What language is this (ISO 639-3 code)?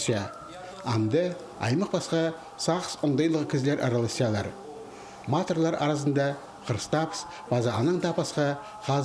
kjh